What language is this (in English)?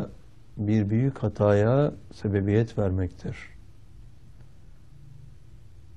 Turkish